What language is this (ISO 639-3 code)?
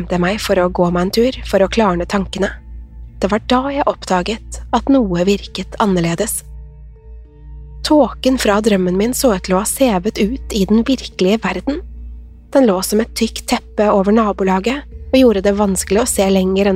nor